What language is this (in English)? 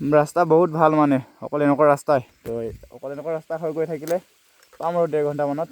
Assamese